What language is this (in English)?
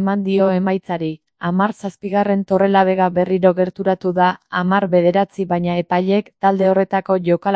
Basque